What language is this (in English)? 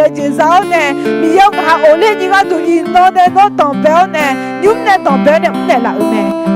Akha